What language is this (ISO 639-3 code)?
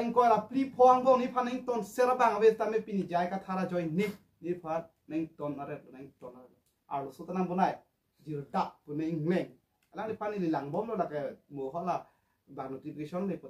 mjw